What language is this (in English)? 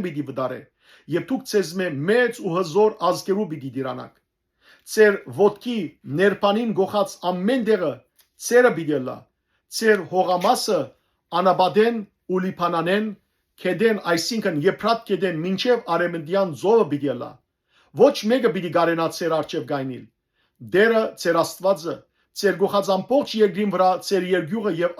Western Armenian